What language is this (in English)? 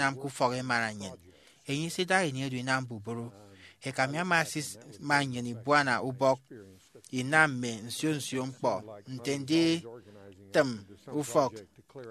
Efik